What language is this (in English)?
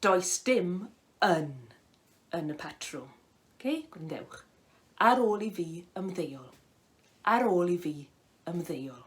Welsh